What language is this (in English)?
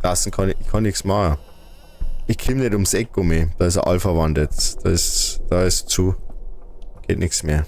Bavarian